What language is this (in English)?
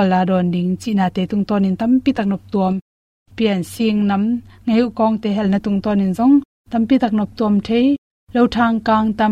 Tedim Chin